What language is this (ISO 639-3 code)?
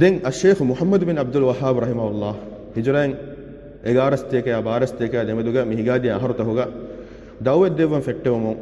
div